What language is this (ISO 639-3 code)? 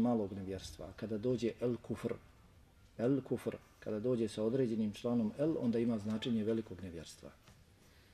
bos